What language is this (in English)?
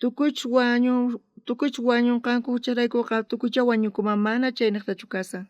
South Bolivian Quechua